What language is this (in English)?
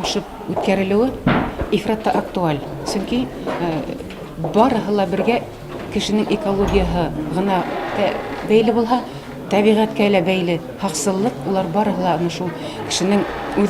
Bashkir